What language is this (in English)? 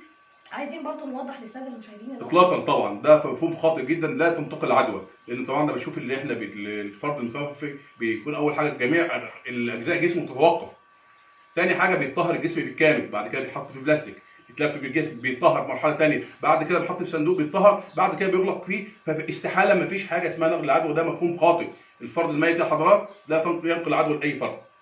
Egyptian Arabic